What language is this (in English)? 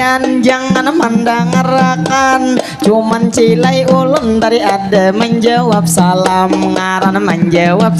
Banjar